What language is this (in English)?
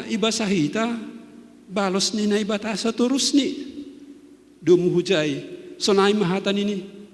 Batak Simalungun